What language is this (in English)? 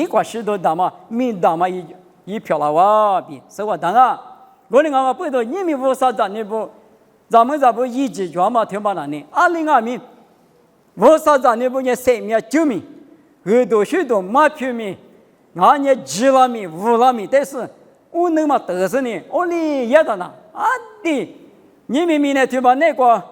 Lisu